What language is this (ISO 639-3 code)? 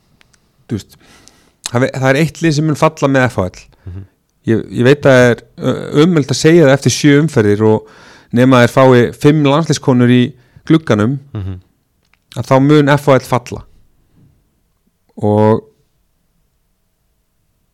isl